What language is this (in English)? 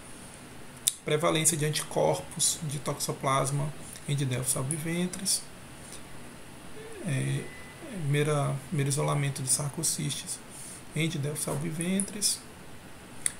Portuguese